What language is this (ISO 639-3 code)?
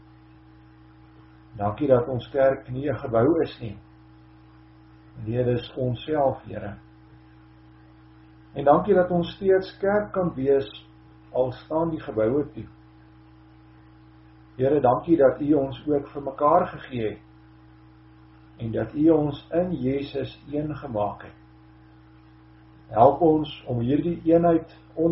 afr